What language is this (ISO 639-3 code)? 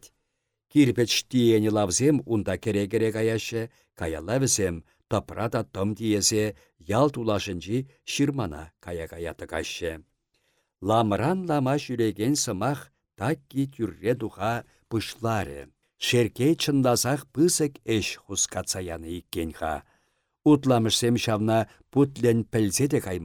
chv